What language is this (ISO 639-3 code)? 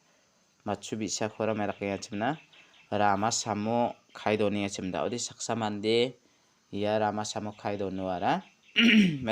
grt